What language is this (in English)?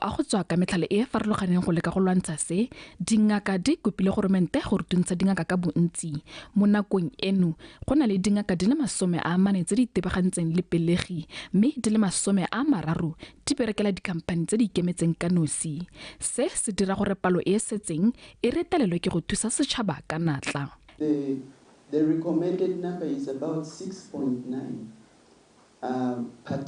Tswana